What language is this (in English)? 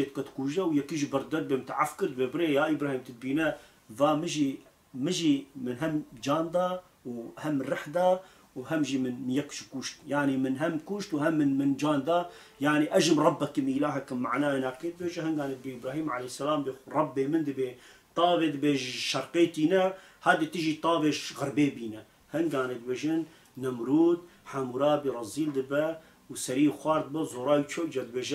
Kurdish